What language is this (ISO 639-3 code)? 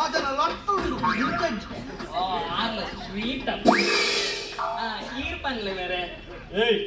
tcy